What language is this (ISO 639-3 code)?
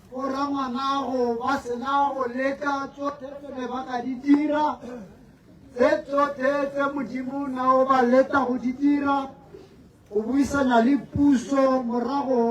tsn